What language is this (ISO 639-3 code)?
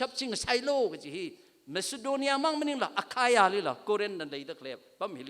nmf